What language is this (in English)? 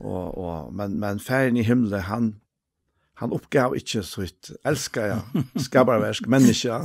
Faroese